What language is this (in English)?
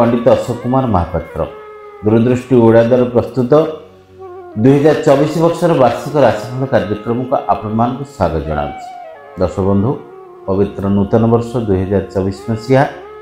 Odia